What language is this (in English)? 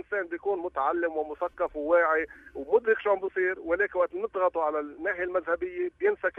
North Levantine Arabic